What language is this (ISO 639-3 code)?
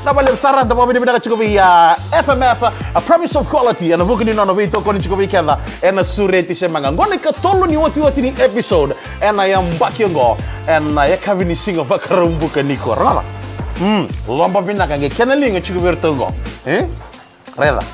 fij